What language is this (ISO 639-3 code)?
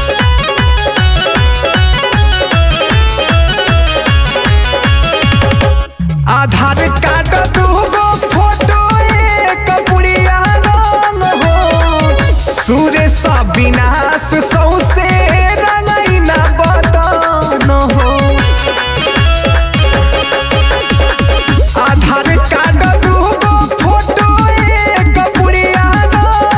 bho